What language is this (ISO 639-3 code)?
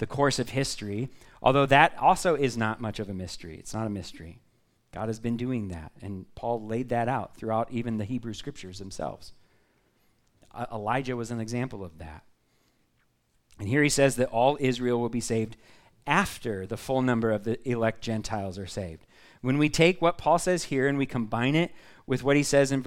eng